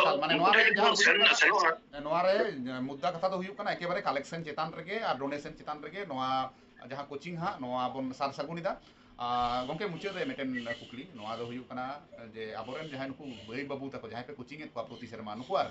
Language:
Santali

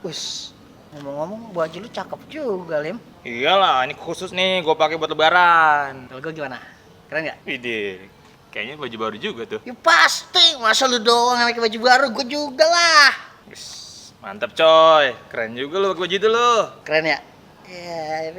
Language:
Betawi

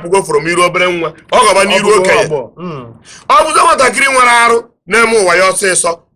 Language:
Igbo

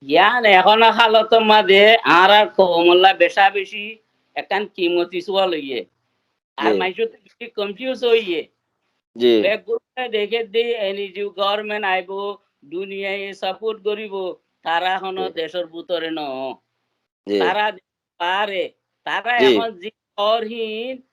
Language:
Rohingya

